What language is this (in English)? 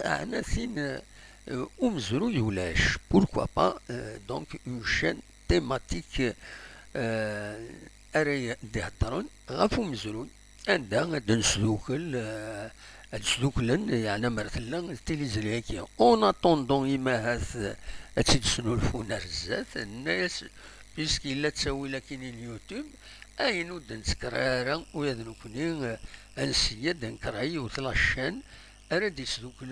Kabyle